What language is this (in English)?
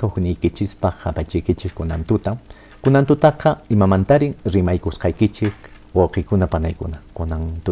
Quechua